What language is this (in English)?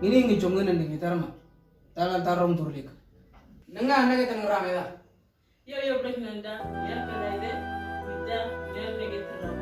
Moro